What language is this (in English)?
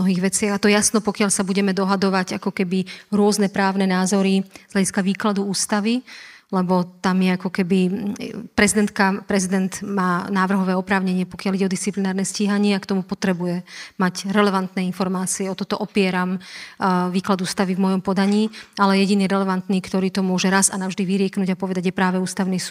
Slovak